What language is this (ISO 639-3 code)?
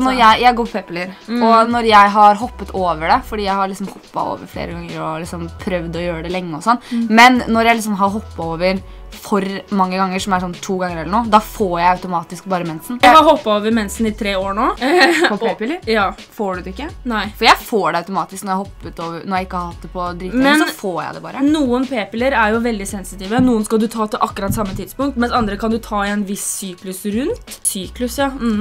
nor